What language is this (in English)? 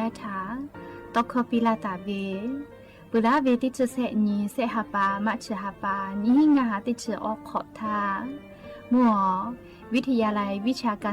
Lahu